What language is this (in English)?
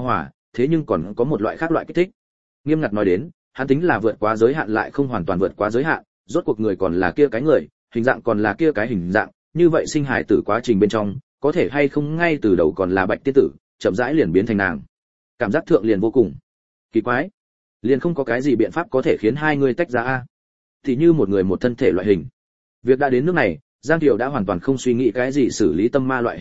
Vietnamese